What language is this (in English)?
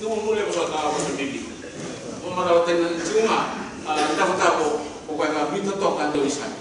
Fijian